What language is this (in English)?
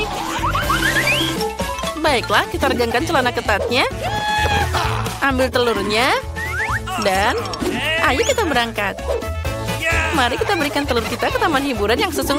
Indonesian